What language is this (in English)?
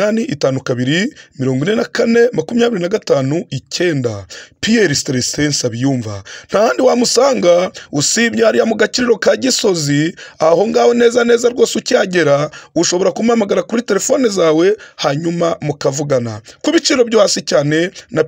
Kinyarwanda